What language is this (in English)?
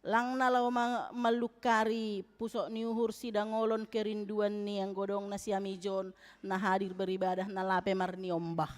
Batak Simalungun